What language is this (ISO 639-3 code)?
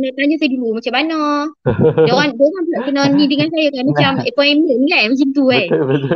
msa